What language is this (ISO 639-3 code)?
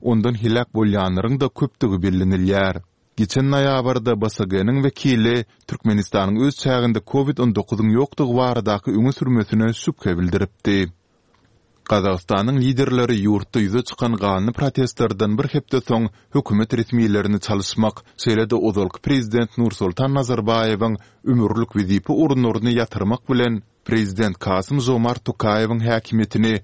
tuk